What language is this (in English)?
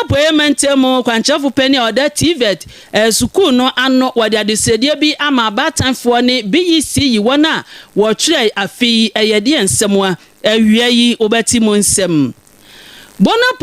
Akan